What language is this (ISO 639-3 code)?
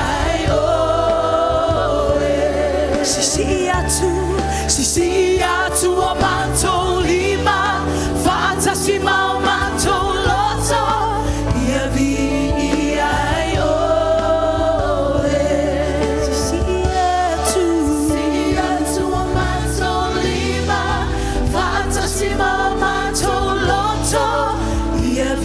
smo